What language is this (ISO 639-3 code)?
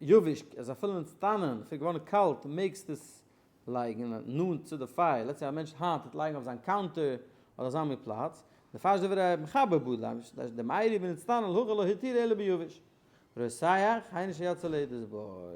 yid